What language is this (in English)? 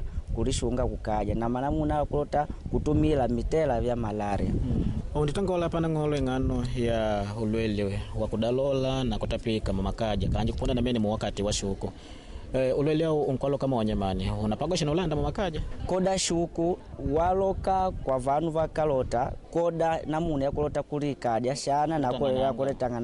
Makonde